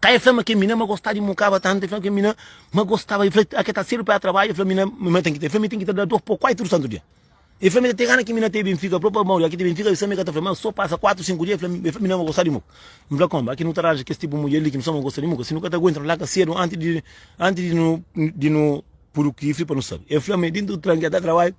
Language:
Kabuverdianu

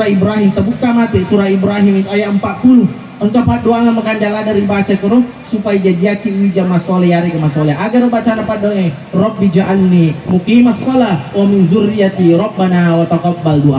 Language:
Buginese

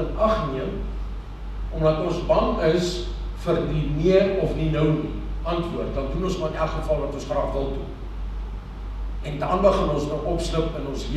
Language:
Afrikaans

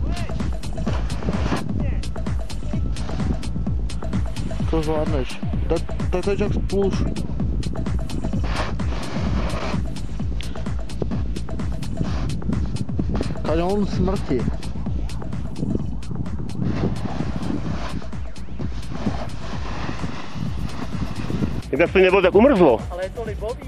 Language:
Czech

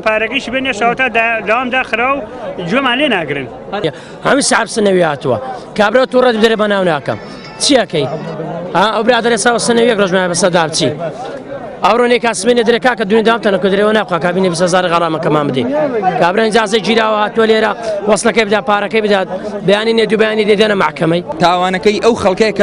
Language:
Central Kurdish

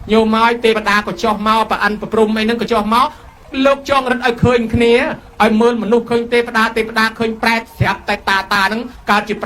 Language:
Khmer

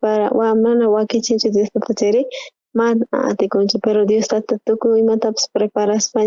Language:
South Bolivian Quechua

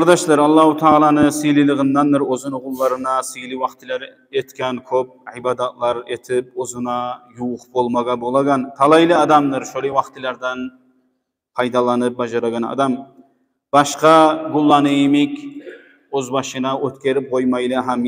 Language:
Kumyk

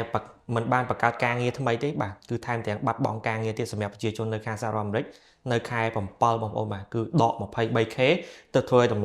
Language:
Khmer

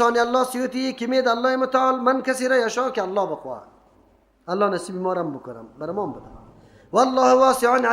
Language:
Persian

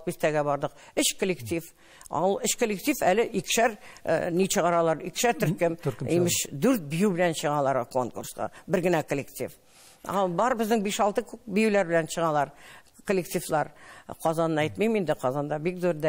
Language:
Tatar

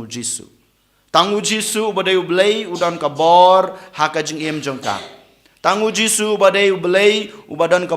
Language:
Khasi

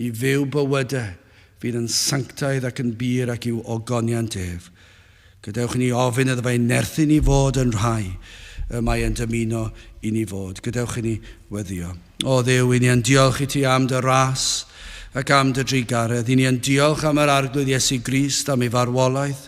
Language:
Welsh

